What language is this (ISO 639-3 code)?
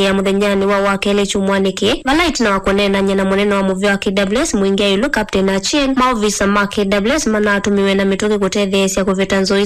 kam